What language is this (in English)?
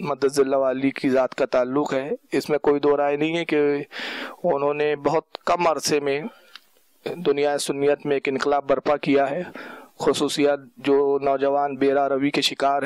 Urdu